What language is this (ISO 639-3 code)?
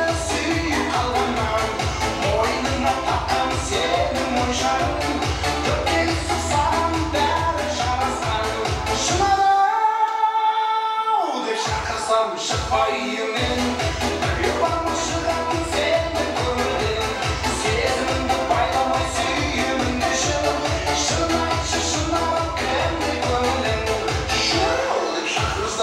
kaa